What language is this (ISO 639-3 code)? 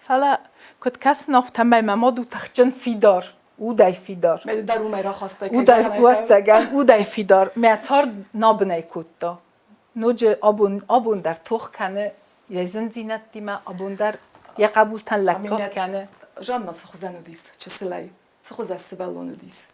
oss